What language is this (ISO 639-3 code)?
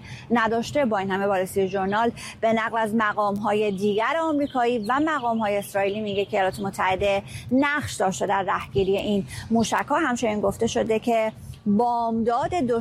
fas